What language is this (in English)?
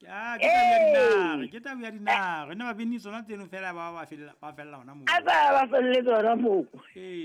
Southern Sotho